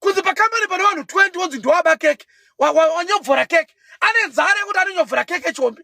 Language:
Shona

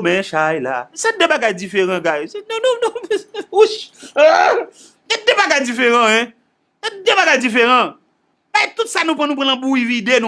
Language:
Haitian Creole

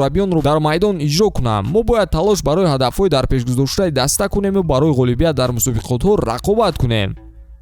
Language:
Tajik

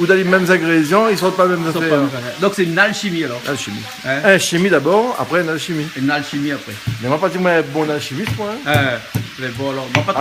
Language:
Réunion Creole French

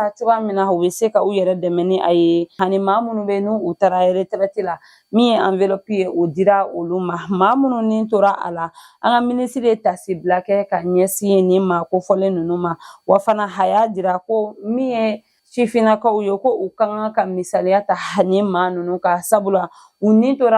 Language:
Bambara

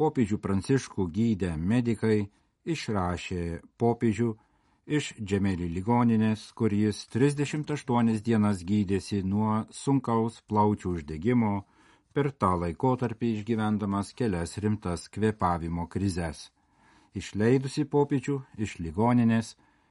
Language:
Lithuanian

